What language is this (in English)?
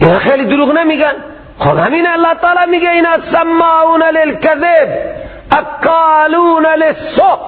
Persian